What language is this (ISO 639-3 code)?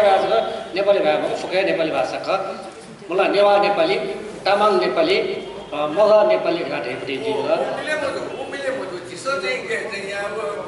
new